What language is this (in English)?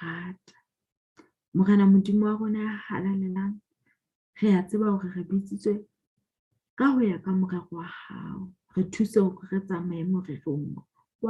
Southern Sotho